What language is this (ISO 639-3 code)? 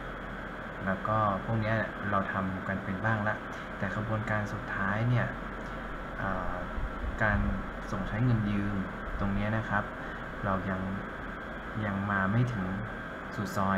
tha